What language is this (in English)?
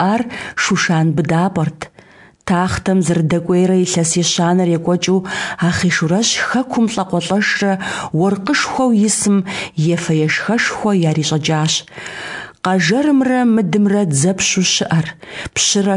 Kabardian